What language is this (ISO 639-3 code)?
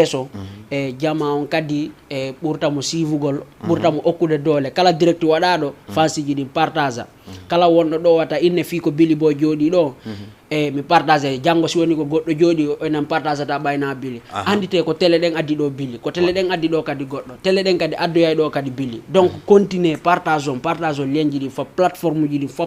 ful